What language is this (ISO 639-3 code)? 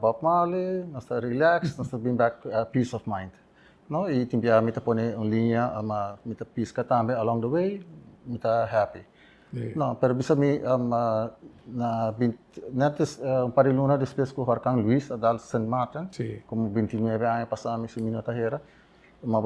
pap